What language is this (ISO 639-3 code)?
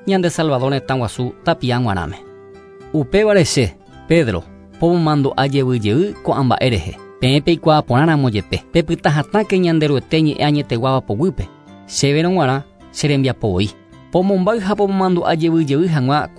grn